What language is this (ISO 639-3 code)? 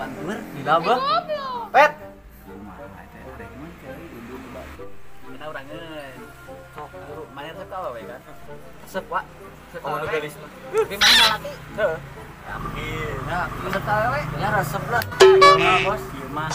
sun